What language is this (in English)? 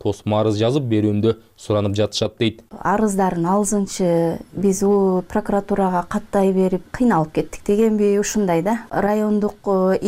Kyrgyz